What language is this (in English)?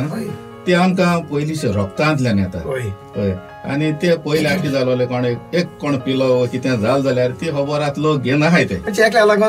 Konkani